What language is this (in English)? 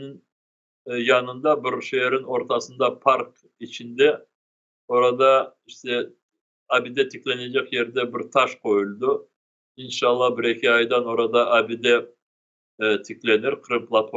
Crimean Tatar